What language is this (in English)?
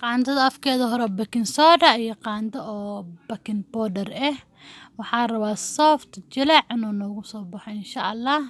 Somali